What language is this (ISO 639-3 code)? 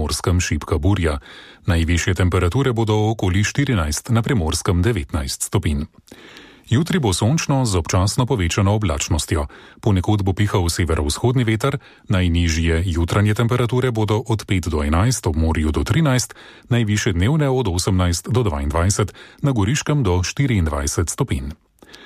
slv